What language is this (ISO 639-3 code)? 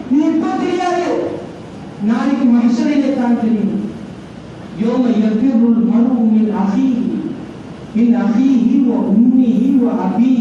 tam